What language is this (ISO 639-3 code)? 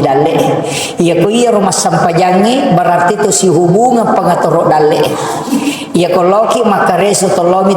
bug